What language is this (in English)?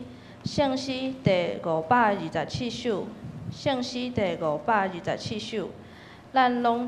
Min Nan Chinese